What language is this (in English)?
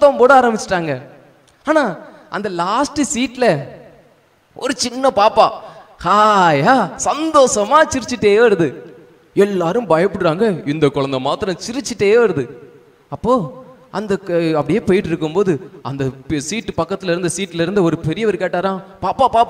Tamil